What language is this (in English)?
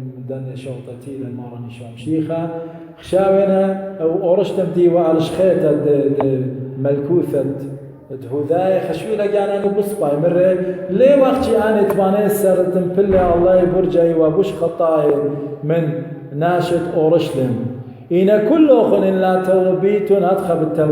Assyrian Neo-Aramaic